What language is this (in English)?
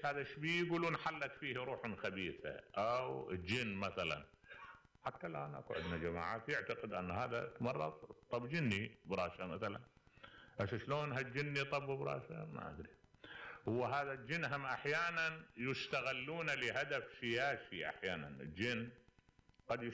Mesopotamian Arabic